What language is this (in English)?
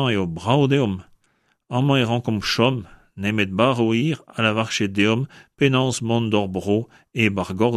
Breton